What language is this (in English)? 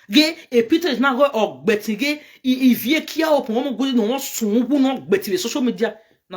Nigerian Pidgin